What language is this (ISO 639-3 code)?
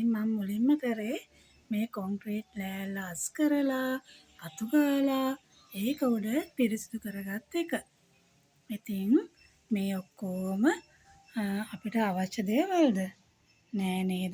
sin